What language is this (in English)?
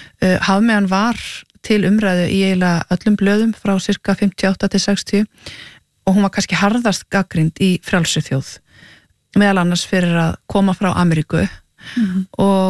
Icelandic